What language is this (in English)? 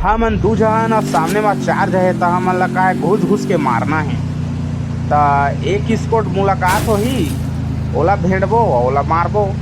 Chhattisgarhi